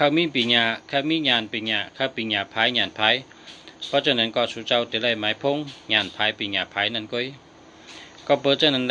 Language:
Shan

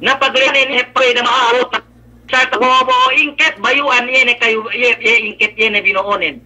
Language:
Yakan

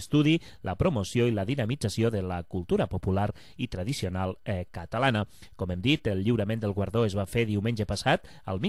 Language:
Catalan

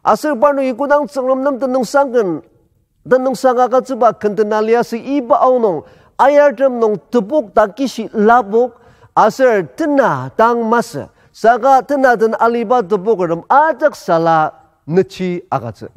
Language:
Ao Naga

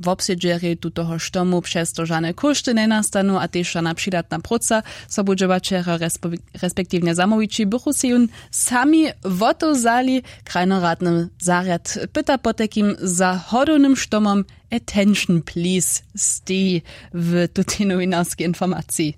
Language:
Upper Sorbian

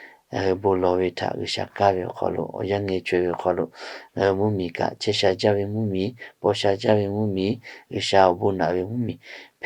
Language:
Lahu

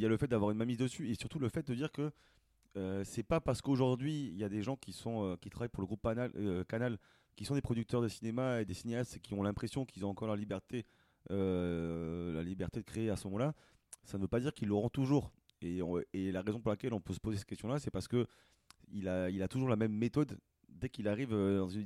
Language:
French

